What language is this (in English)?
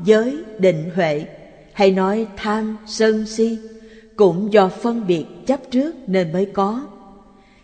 Vietnamese